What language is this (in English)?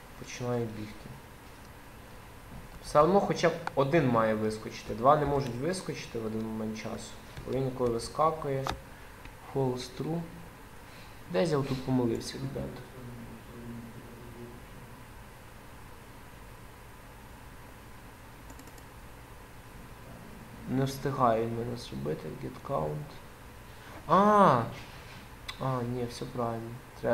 Ukrainian